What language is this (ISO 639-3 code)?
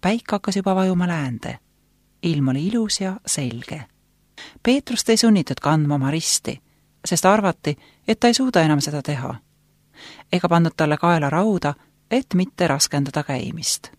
est